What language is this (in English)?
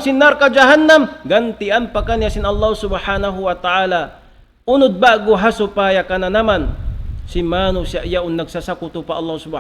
Tausug